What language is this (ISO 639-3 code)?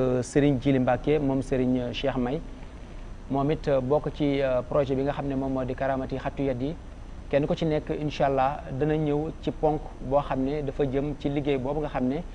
wol